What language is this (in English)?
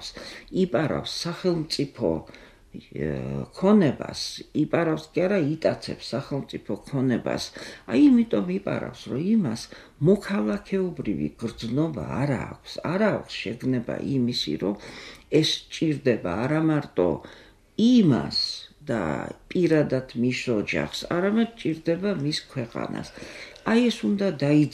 Georgian